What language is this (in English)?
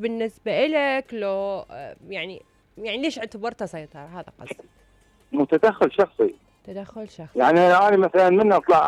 Mesopotamian Arabic